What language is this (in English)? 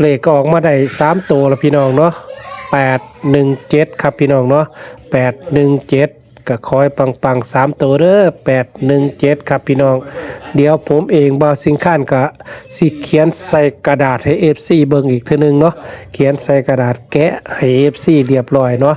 Northeastern Thai